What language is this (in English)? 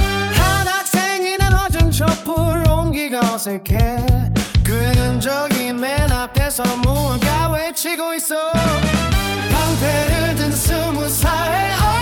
Korean